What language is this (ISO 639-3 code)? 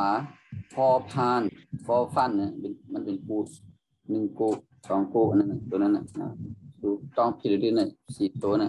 shn